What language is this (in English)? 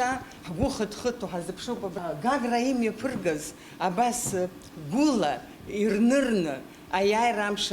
Abkhazian